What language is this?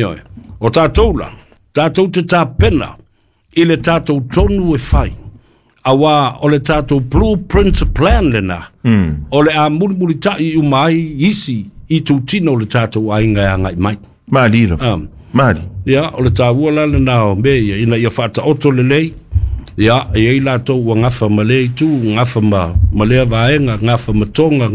Samoan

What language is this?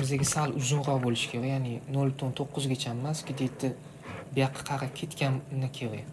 Uzbek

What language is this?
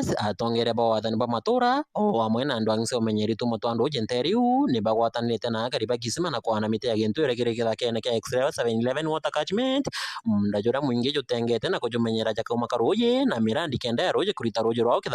Meru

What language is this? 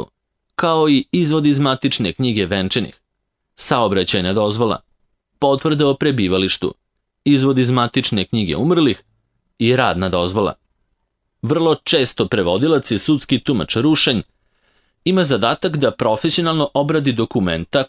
Serbian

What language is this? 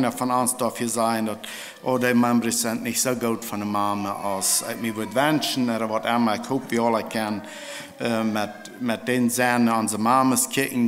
Plautdietsch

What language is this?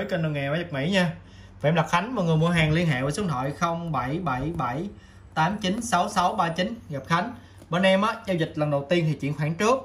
Vietnamese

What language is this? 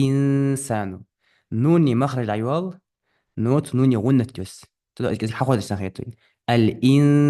Ingush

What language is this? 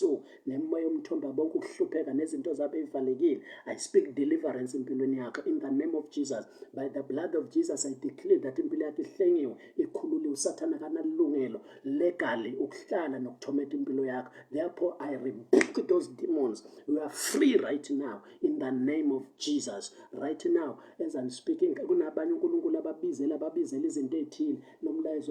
Zulu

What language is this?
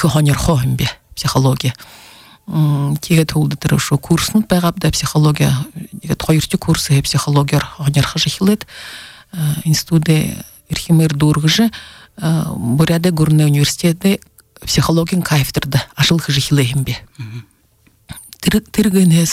Buriat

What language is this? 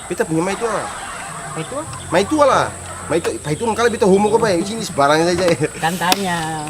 Ambonese Malay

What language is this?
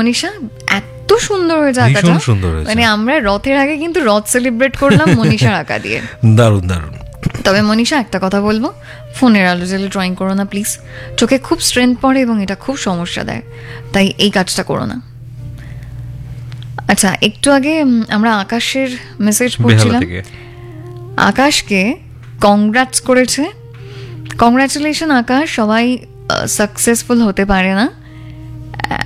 Bangla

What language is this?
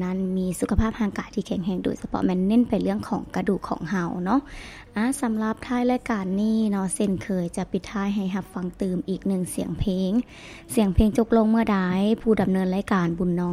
Lao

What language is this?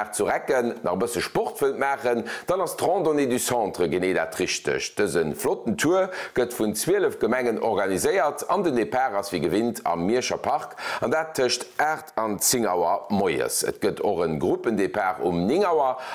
Luxembourgish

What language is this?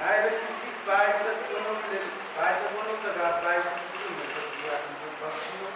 Pohnpeian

